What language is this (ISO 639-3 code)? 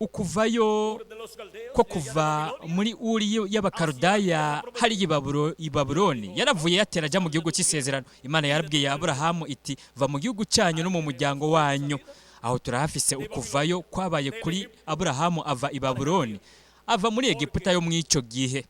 run